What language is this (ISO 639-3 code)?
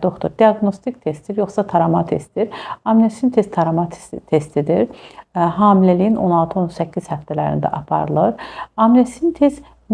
aze